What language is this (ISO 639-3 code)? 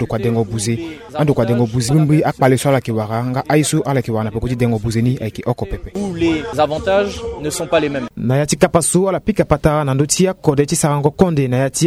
sag